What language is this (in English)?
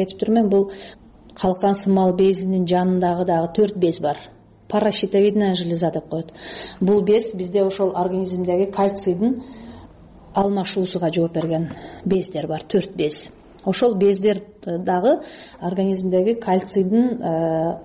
Kyrgyz